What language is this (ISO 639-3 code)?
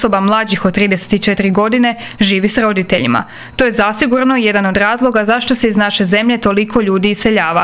hrv